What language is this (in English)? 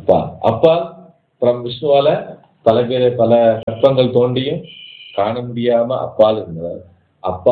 Tamil